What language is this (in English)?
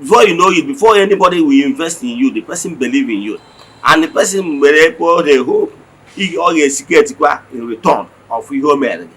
Igbo